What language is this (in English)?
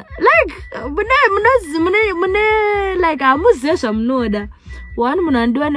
Shona